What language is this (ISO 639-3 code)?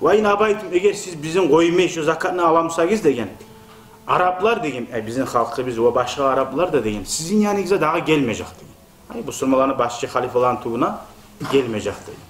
kum